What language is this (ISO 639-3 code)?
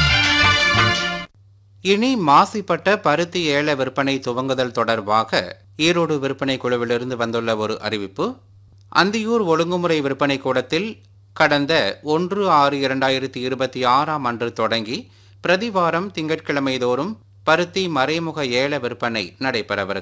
tam